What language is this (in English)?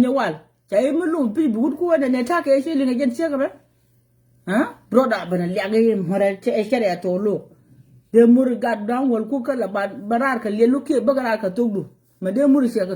Nuer